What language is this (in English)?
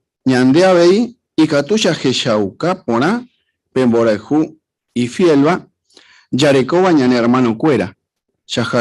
Guarani